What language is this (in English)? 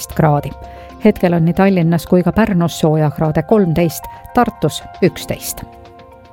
Estonian